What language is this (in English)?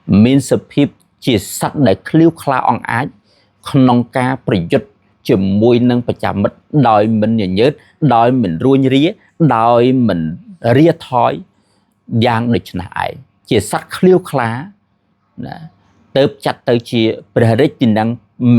Khmer